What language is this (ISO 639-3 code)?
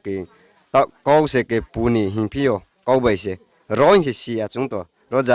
ria